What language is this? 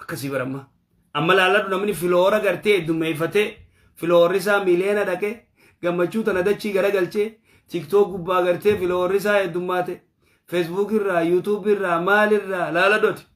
Oromo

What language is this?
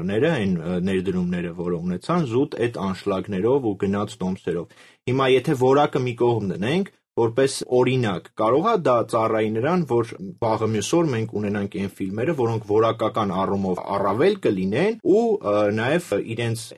Armenian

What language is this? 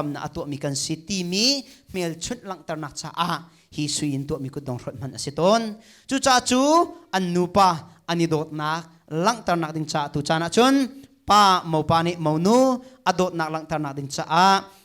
Hakha Chin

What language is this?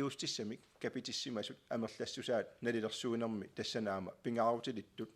Kalaallisut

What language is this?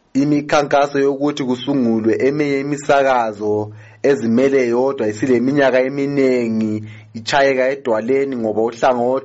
North Ndebele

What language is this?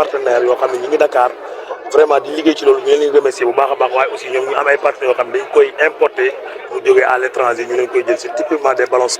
Wolof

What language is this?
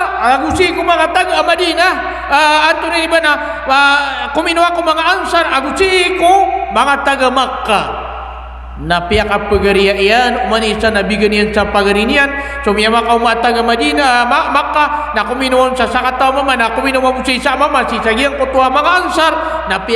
Maranao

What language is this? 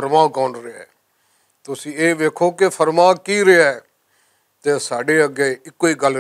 Western Panjabi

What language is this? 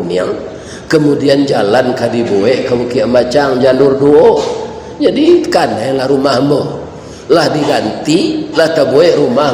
Minangkabau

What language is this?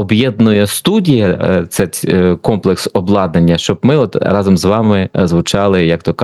Ukrainian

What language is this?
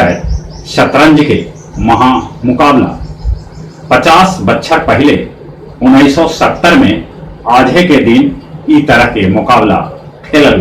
Magahi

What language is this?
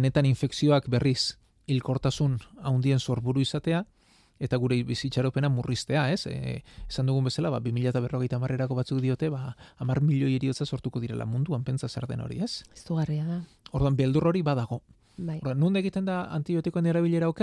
Basque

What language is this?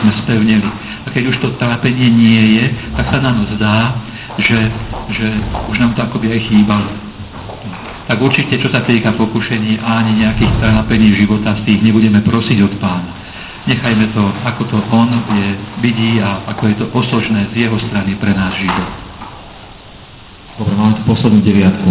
Slovak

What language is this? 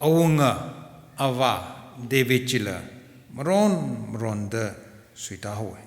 Tangkhul Naga (India)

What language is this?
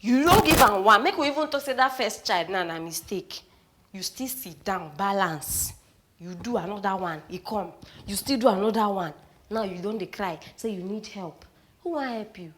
Nigerian Pidgin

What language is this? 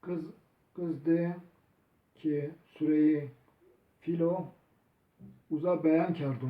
Zaza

